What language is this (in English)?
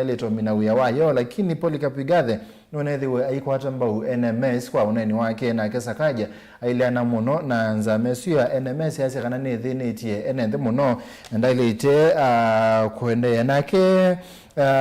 Kamba